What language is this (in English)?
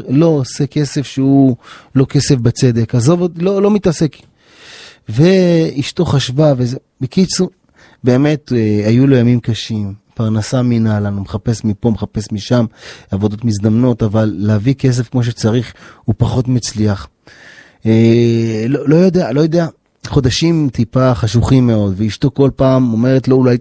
Hebrew